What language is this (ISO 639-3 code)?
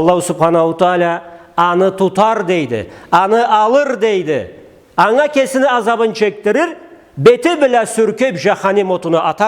krc